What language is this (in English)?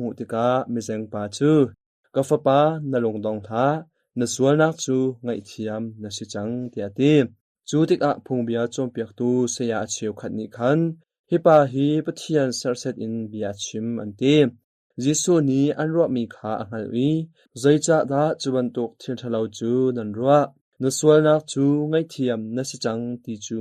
Hakha Chin